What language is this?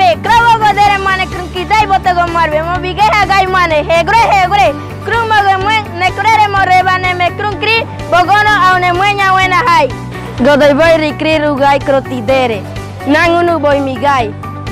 Ngäbere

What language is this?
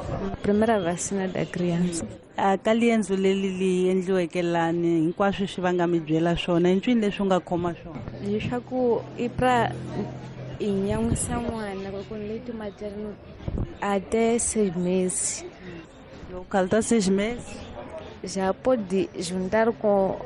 Tsonga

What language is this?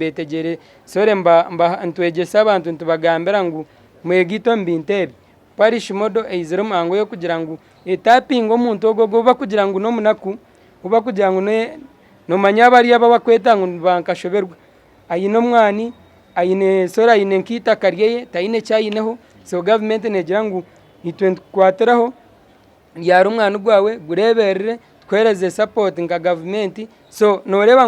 Nyankole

